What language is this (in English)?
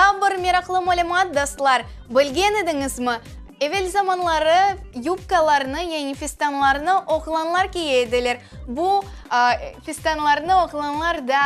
Crimean Tatar